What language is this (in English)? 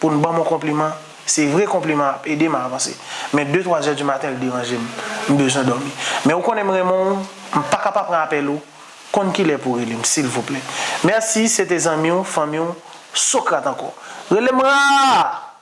Haitian Creole